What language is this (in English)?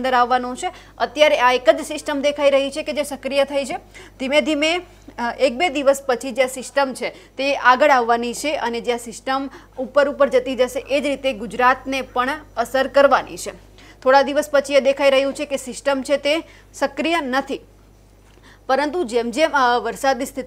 Gujarati